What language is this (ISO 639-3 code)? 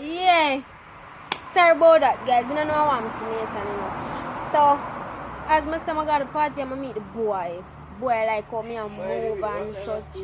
jam